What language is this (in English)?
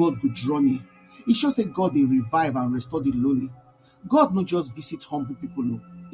Nigerian Pidgin